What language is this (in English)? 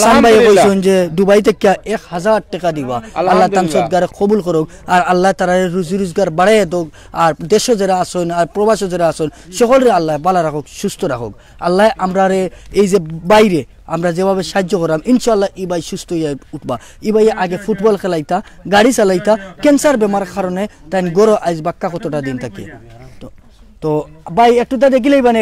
Sylheti